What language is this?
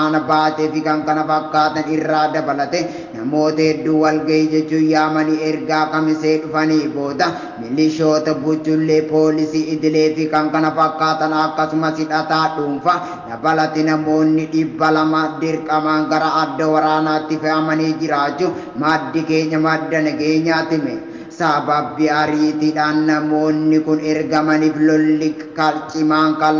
Oromo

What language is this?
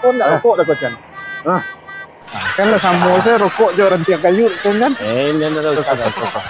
Minangkabau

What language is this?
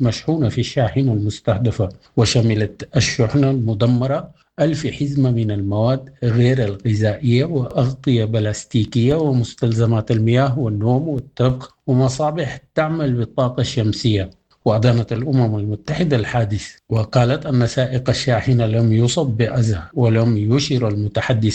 Sudanese Arabic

